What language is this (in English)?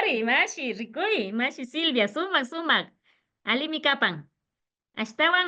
Imbabura Highland Quichua